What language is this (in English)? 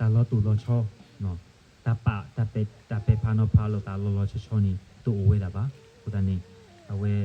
S'gaw Karen